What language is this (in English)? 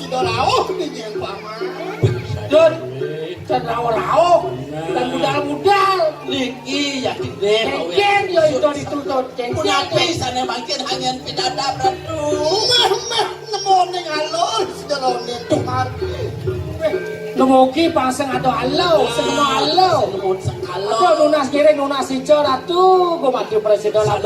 Balinese